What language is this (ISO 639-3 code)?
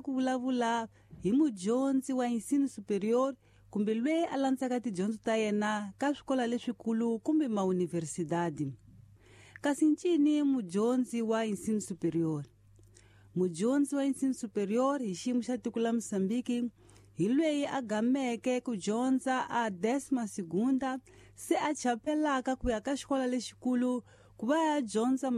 tso